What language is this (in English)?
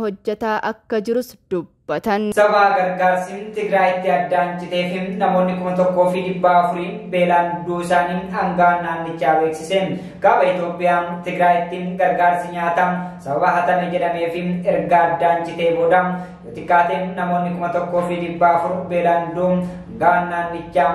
Oromo